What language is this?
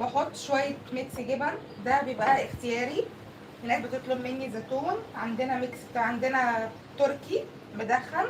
Egyptian Arabic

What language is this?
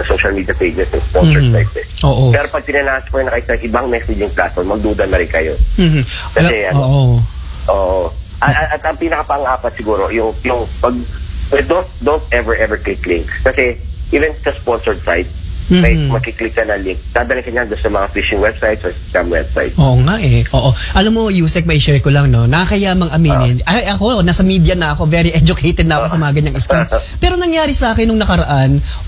Filipino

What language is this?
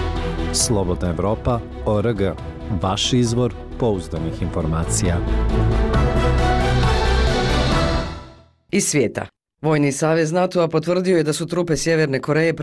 Bosnian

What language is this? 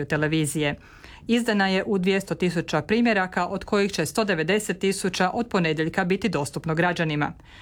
Croatian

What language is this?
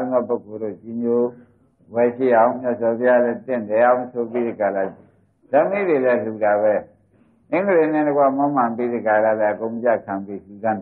Burmese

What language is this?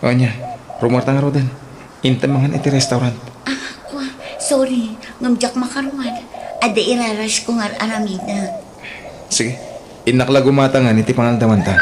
Iloko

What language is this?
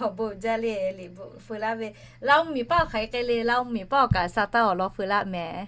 Lahu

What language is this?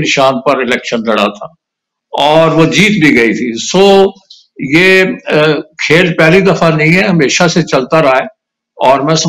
Urdu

